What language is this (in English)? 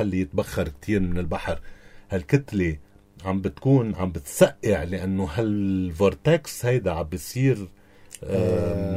North Levantine Arabic